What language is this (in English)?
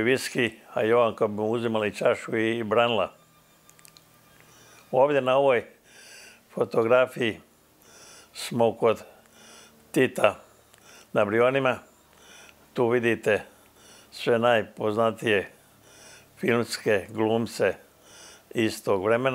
Croatian